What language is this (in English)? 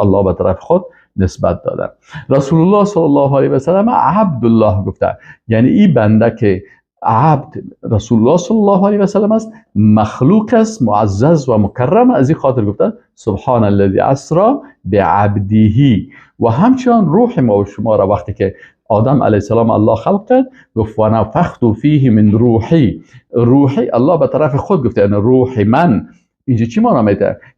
Persian